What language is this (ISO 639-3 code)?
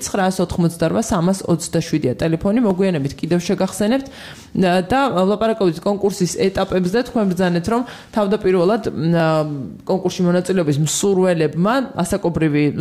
kat